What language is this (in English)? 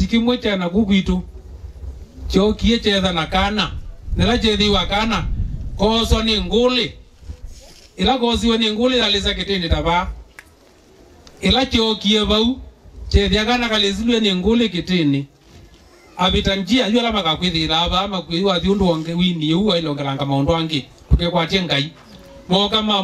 Kamba